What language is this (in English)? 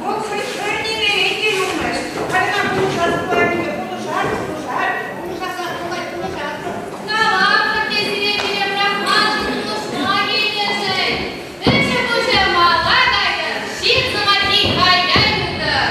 Chuvash